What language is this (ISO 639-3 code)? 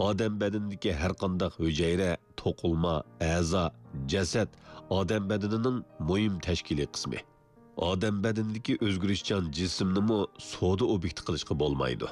uig